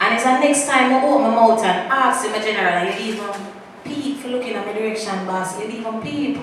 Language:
Jamaican Creole English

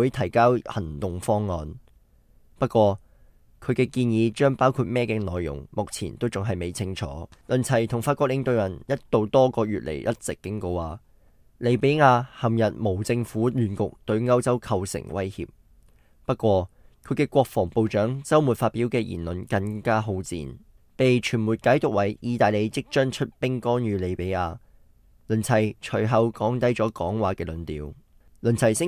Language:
Cantonese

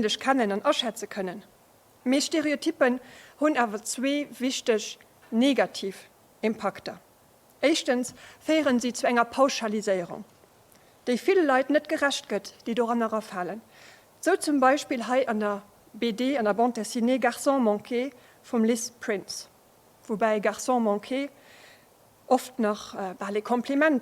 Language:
Luxembourgish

